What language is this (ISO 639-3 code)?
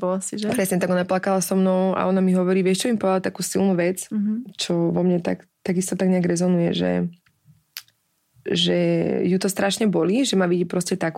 slk